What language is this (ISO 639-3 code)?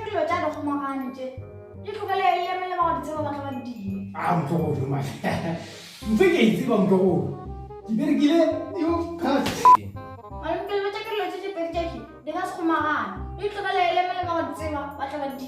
nso